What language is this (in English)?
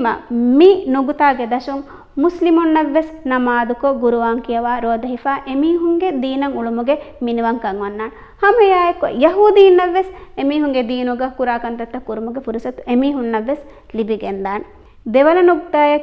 Divehi